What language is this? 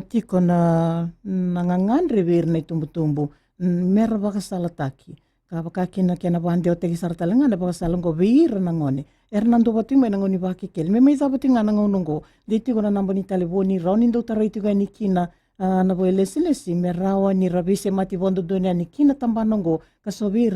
Fijian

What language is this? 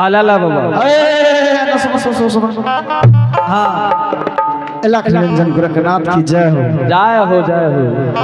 Angika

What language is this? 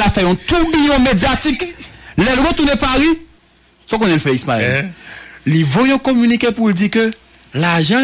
Haitian Creole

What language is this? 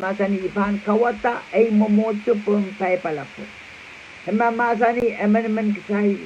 Pohnpeian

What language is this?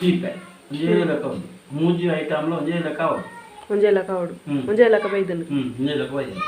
Tulu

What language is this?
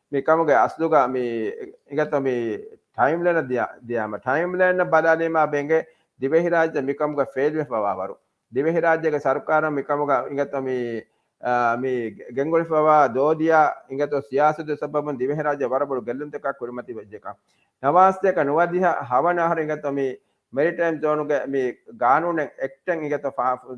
Divehi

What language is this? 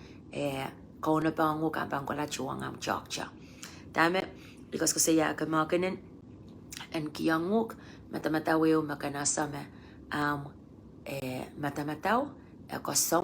Pohnpeian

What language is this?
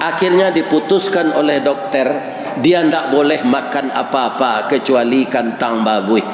Minangkabau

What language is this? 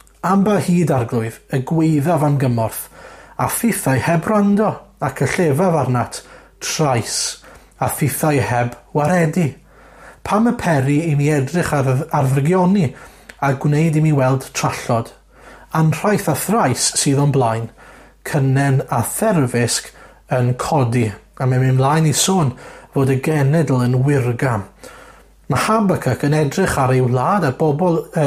Welsh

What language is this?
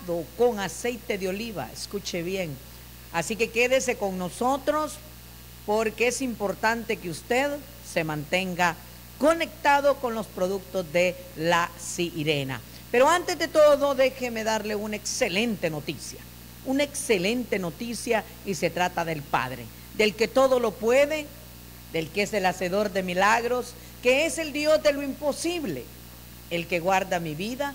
Spanish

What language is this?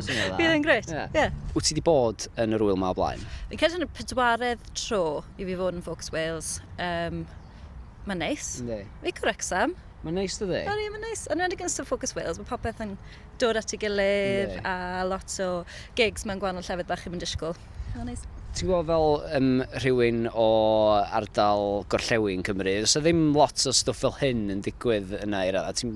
Welsh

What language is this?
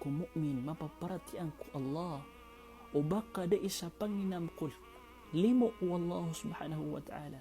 Maranao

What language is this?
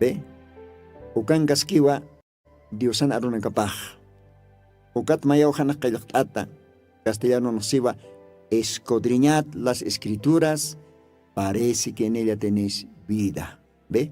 Aymara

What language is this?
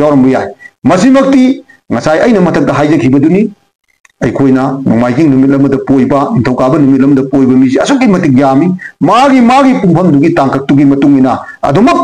Manipuri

